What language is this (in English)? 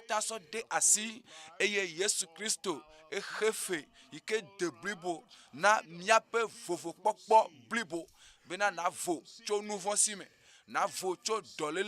Ewe